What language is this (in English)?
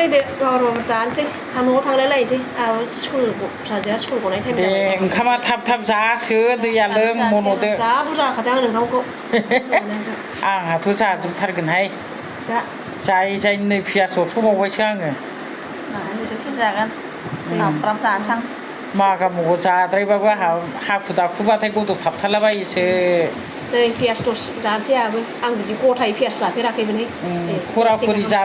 Bodo